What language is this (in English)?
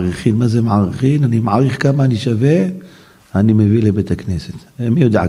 Hebrew